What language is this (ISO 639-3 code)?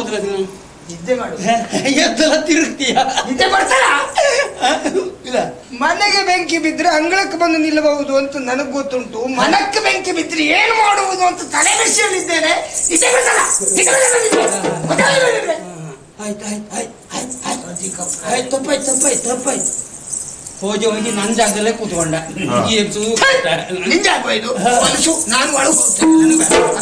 kan